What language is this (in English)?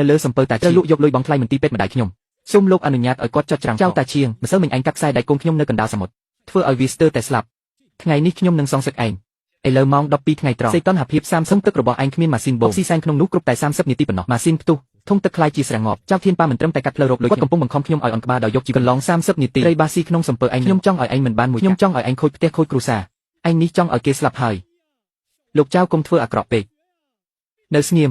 Khmer